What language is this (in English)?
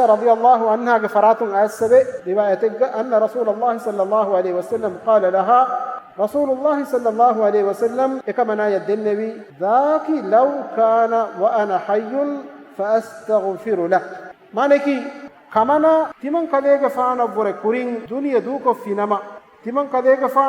Divehi